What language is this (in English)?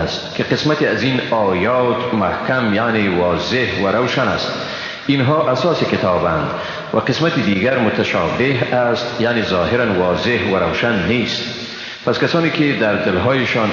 Persian